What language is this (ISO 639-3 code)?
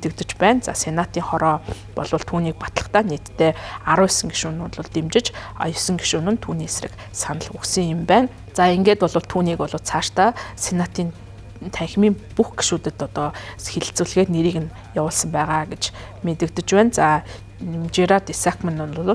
mon